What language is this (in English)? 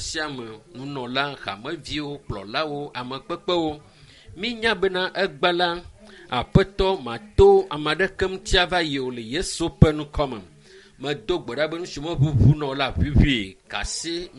Ewe